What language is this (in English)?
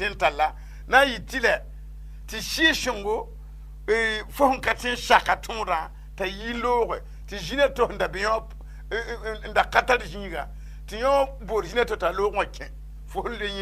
Mossi